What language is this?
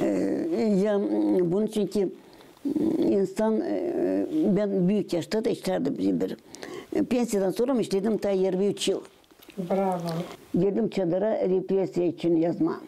Gagauz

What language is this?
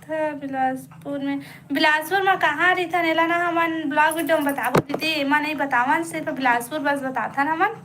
Chhattisgarhi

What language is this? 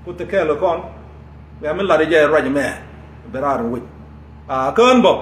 Nuer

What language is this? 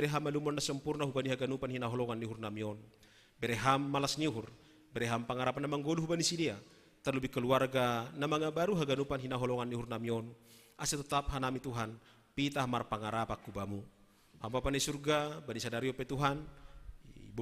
Batak Simalungun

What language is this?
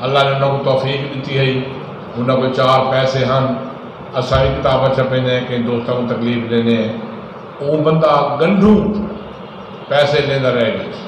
Saraiki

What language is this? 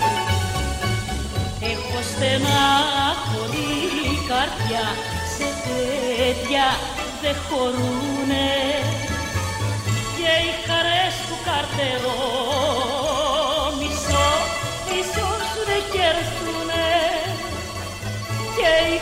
Greek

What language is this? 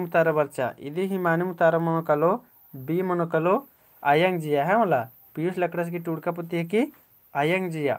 Kurukh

